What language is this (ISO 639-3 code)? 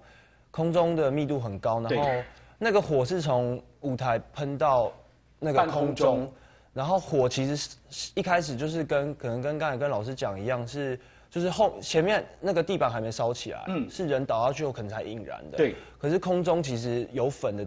zho